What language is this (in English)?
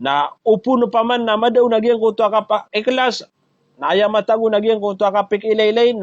Maranao